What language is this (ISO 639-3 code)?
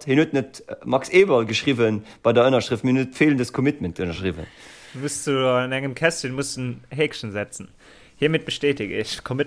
ltz